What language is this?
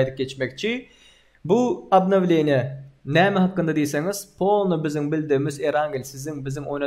Turkmen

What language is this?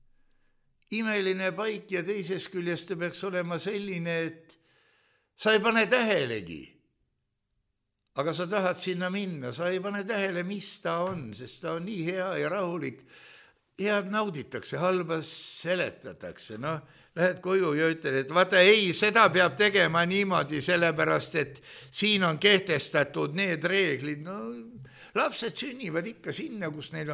Estonian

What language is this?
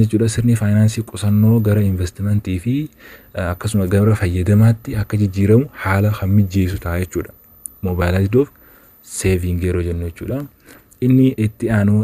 Oromo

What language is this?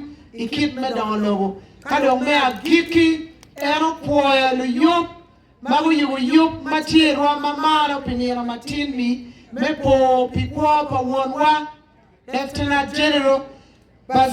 Acoli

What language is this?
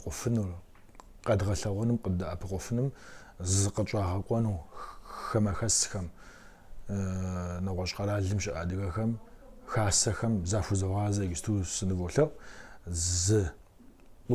Kabardian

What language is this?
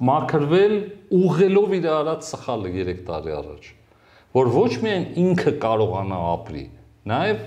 Armenian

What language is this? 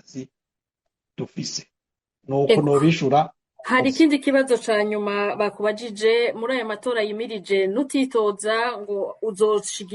Rundi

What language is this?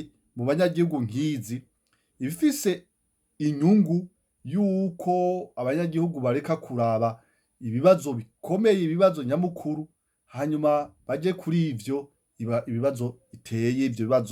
Rundi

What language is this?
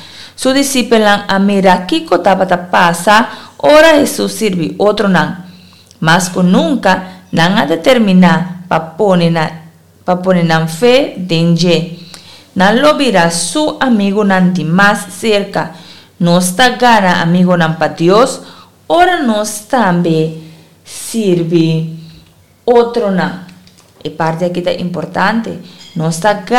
Papiamento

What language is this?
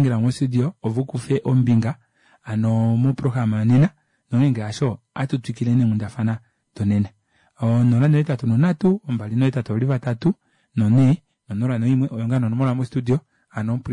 Kuanyama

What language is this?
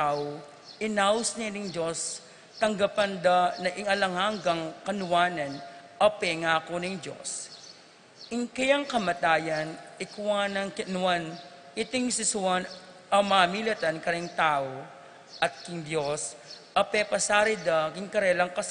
Pampanga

